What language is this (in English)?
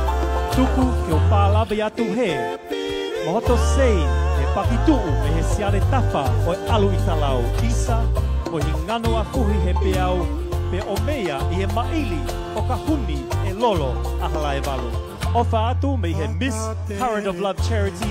Tongan